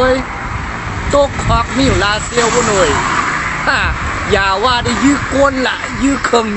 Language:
Shan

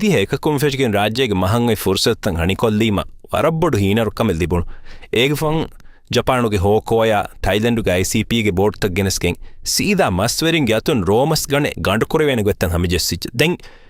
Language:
Divehi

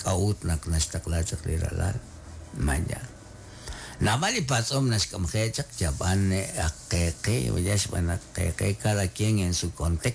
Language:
Kekchí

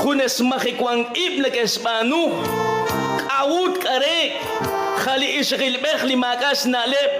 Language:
Kekchí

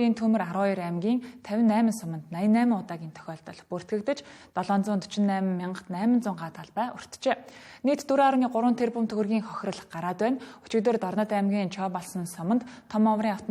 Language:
Mongolian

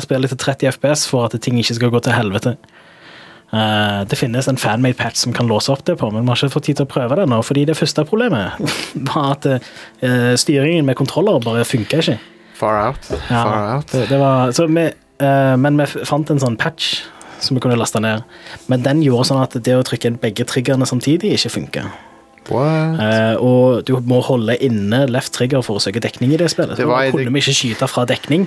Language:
Norwegian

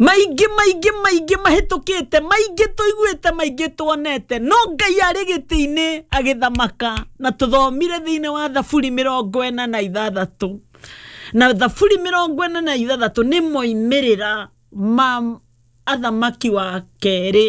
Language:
Kikuyu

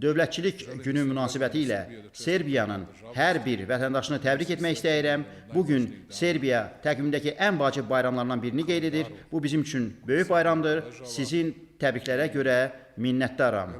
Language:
Azerbaijani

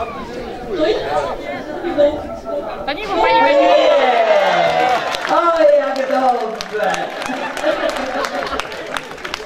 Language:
Polish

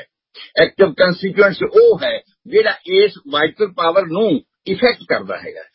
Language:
Punjabi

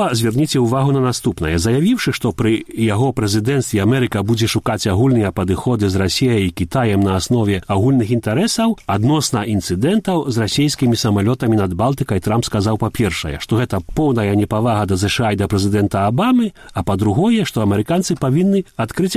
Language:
Belarusian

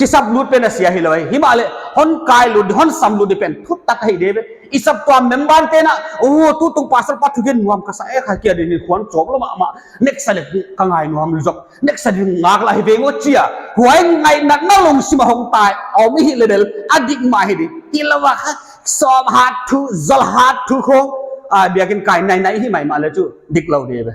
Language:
Paite Chin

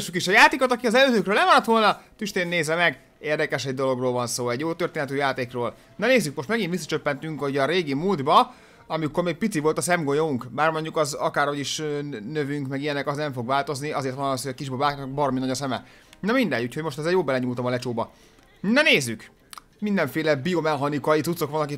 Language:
Hungarian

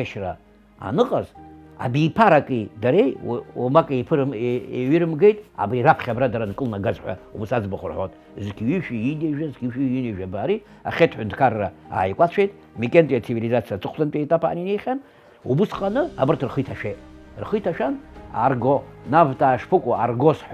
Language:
Abkhazian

